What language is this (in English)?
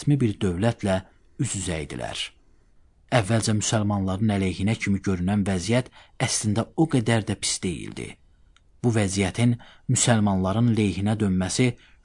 Azerbaijani